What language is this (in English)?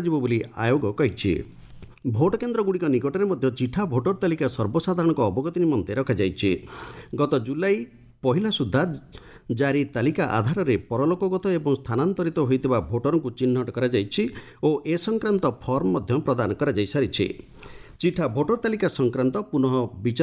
Odia